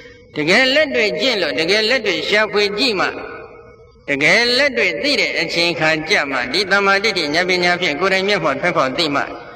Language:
Burmese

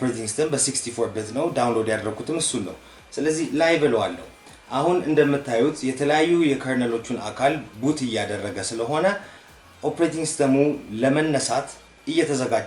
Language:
Amharic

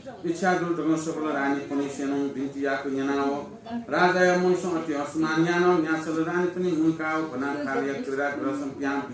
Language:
Newari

